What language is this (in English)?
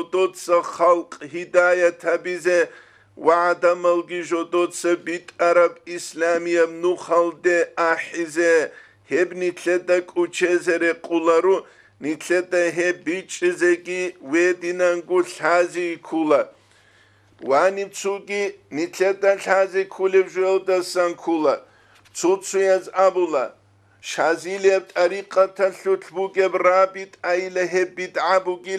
Avaric